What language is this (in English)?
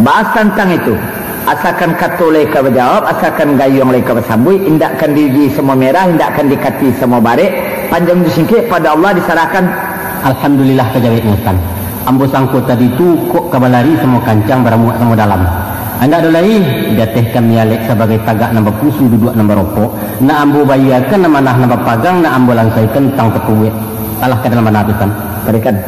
Minangkabau